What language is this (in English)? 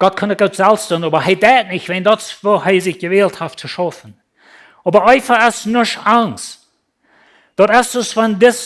Plautdietsch